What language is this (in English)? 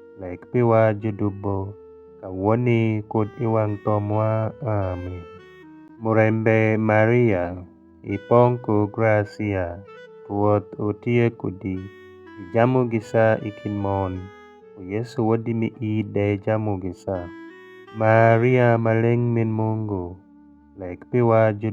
Alur